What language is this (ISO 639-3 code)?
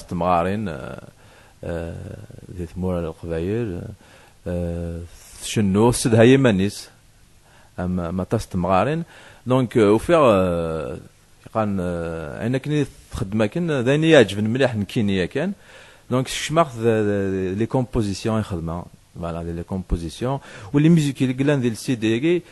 kab